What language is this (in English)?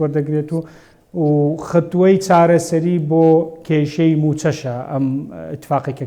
Central Kurdish